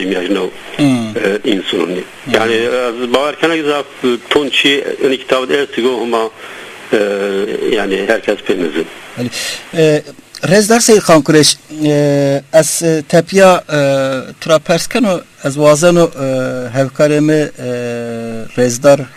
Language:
Zaza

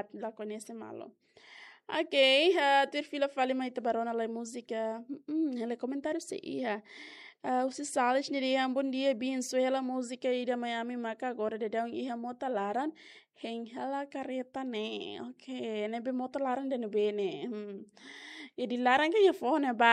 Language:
Tetum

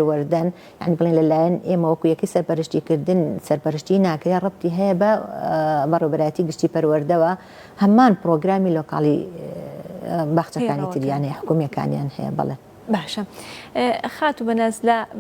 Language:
Central Kurdish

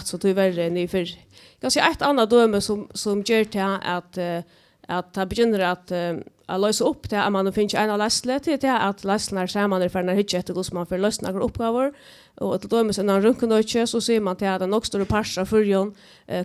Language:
Faroese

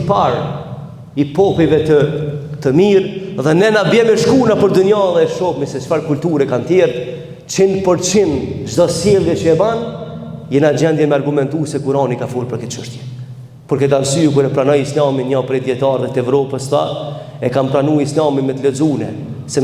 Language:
Albanian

